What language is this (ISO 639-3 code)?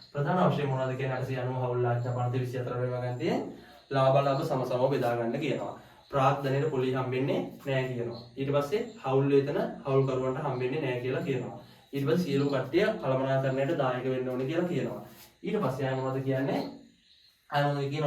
sin